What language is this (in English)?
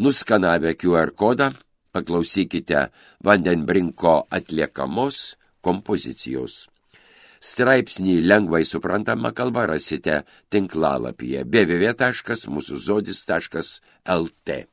Lithuanian